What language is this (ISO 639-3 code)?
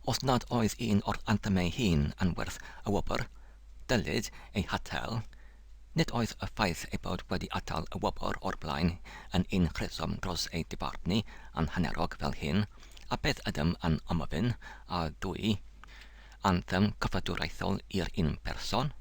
cym